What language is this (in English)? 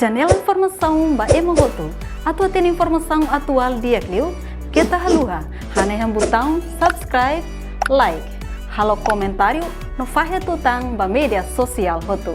Tetum